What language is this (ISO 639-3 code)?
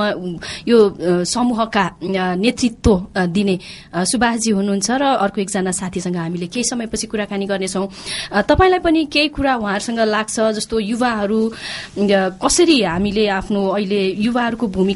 nep